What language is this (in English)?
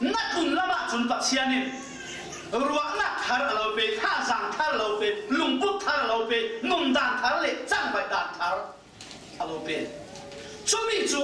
Falam Chin